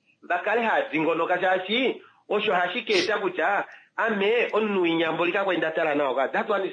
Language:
Kuanyama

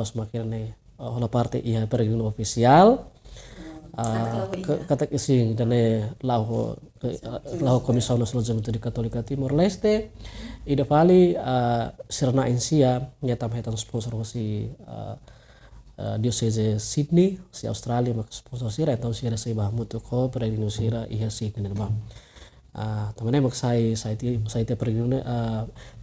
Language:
Tetum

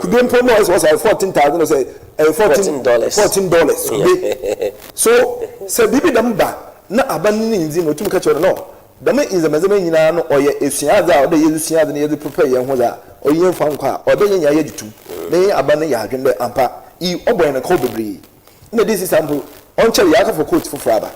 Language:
Akan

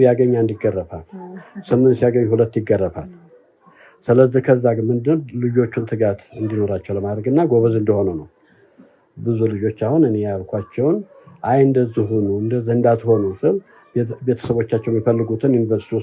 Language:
Amharic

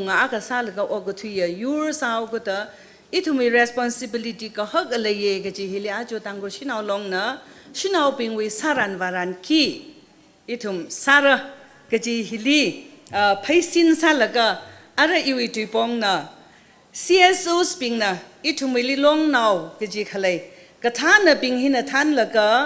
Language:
Tangkhul Naga (India)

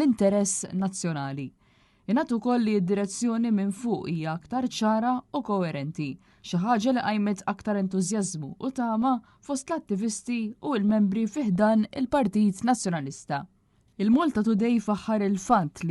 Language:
Maltese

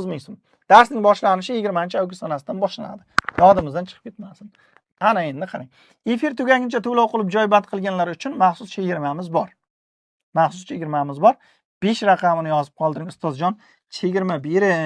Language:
Uzbek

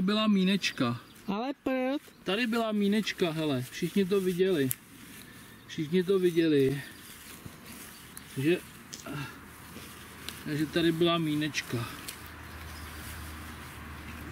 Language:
Czech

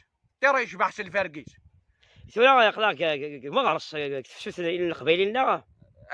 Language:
Kabyle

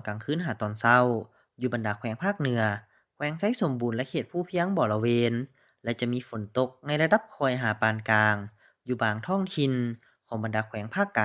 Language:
Lao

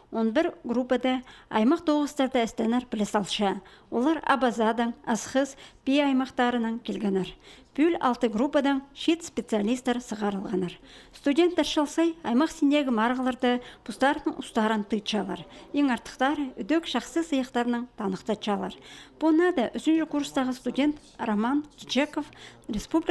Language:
Khakas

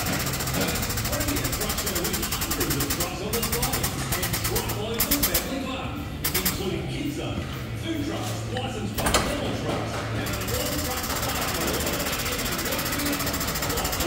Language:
English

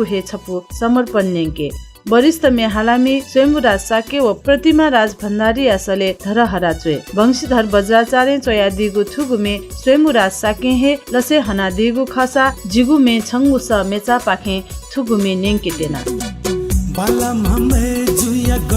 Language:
Newari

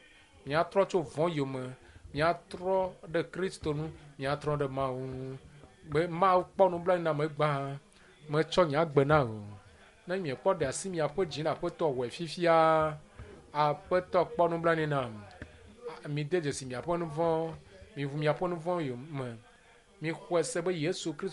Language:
Ewe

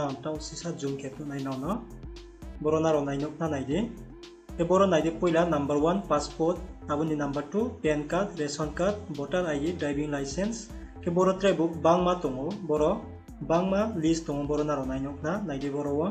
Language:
Riang (India)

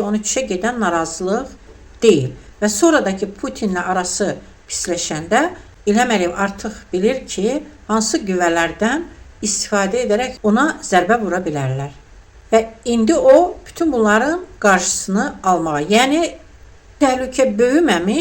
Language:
Azerbaijani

